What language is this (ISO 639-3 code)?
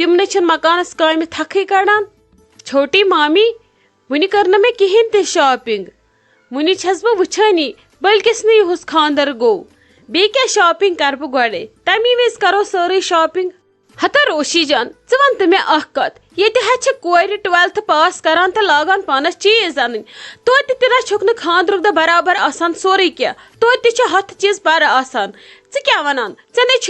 kas